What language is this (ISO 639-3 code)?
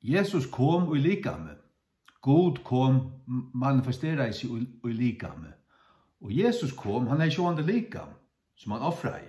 fao